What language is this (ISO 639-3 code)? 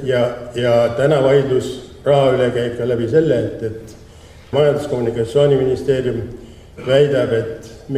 est